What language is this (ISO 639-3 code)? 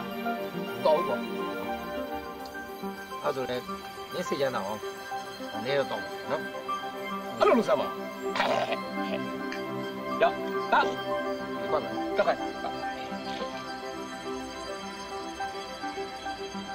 mya